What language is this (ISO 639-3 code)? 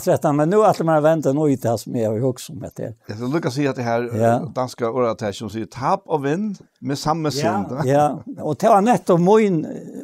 fao